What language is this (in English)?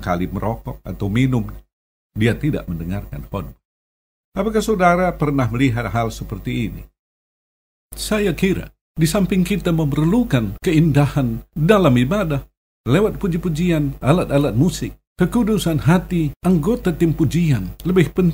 Indonesian